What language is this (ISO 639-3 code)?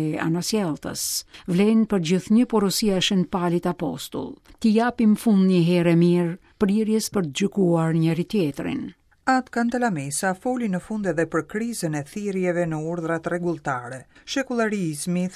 sqi